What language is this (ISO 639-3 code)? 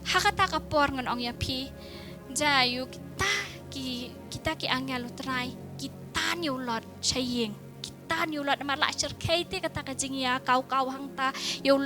kha